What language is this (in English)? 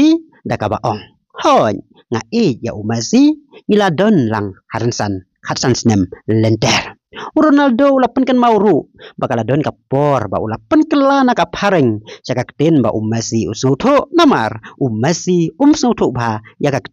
Khasi